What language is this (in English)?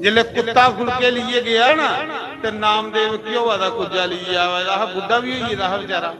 Dogri